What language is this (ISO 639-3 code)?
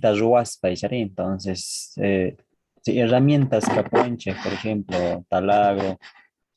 que